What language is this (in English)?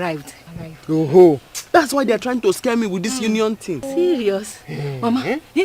Nigerian Pidgin